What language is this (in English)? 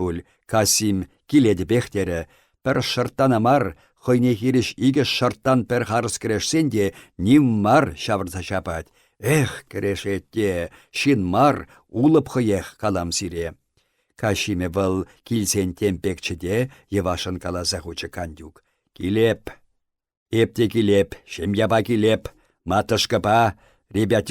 Chuvash